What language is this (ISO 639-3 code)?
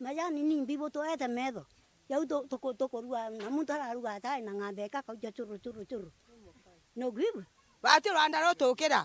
mer